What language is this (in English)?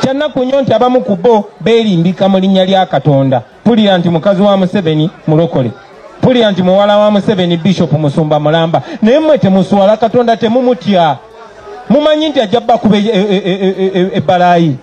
Ganda